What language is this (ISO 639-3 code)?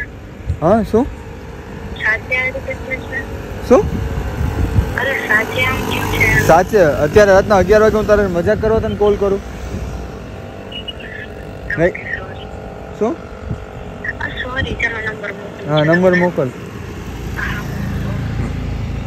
guj